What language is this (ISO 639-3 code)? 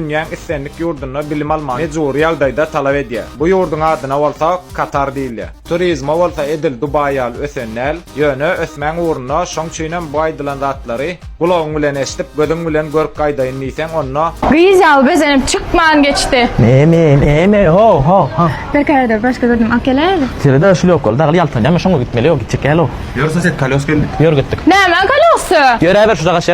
tuk